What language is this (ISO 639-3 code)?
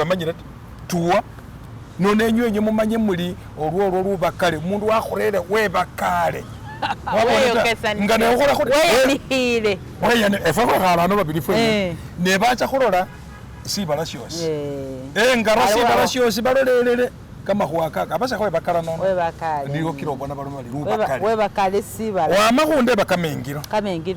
myx